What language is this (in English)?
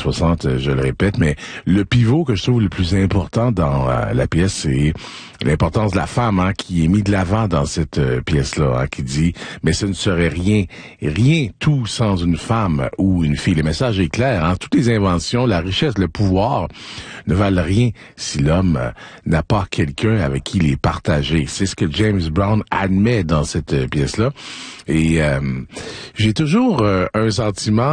French